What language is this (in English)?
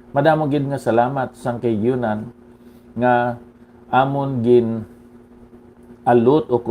Hiligaynon